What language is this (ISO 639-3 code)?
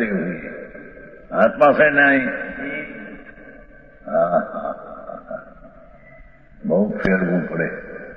hin